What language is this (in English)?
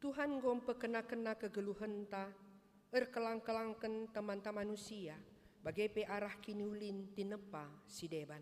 Batak Karo